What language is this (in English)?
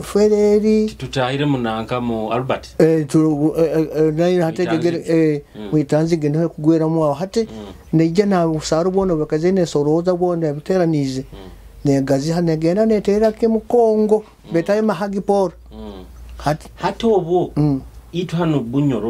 Nyoro